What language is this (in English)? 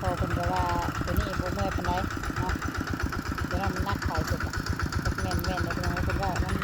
Northeastern Thai